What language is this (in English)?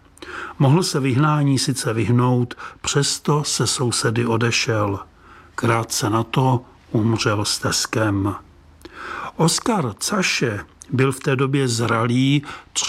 Czech